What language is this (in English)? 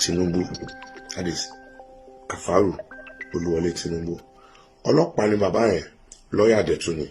Yoruba